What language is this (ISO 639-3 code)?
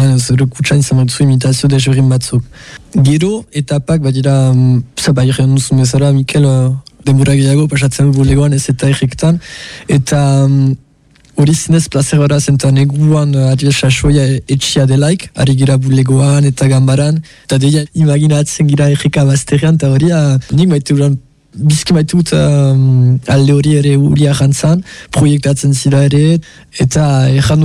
eus